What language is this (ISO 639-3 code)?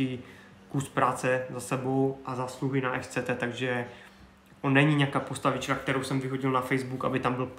ces